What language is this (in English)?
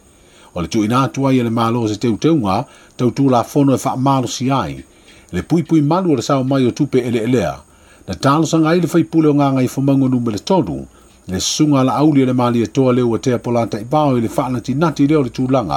Samoan